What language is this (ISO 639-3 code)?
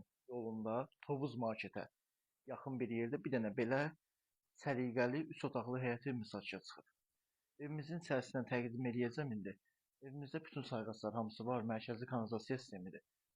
aze